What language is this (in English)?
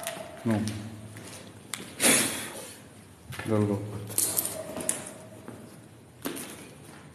Romanian